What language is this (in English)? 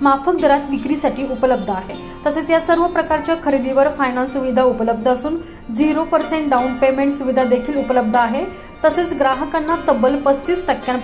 Marathi